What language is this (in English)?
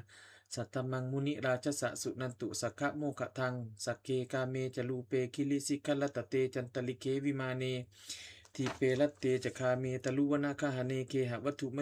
Pali